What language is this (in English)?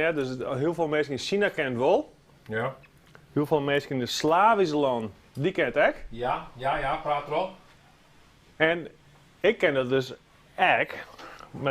Western Frisian